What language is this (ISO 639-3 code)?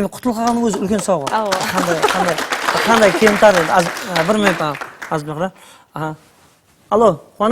kaa